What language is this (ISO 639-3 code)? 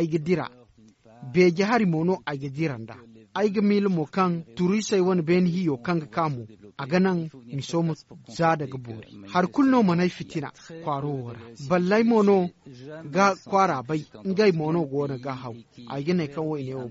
dje